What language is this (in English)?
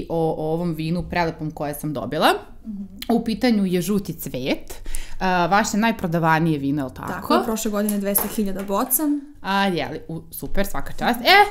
Serbian